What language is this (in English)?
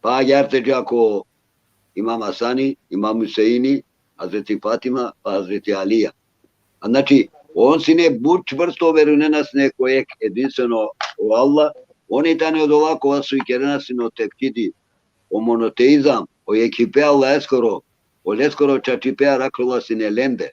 Balkan Romani